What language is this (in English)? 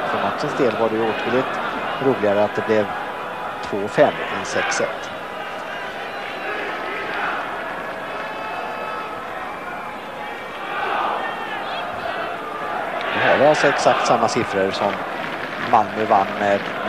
Swedish